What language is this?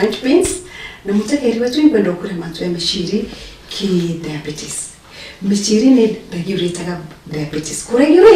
Meru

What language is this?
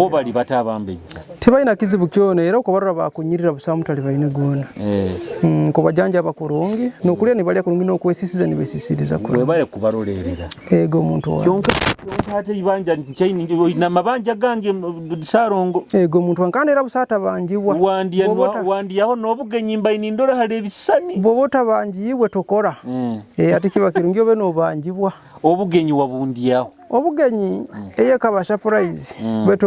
Nyoro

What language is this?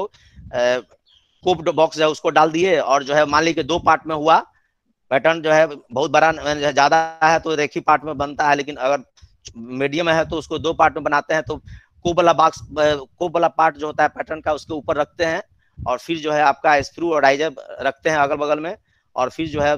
Hindi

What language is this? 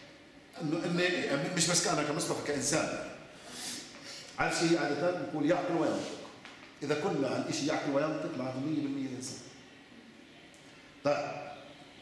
South Levantine Arabic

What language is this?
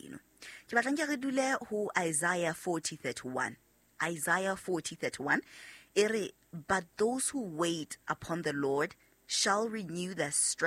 Southern Sotho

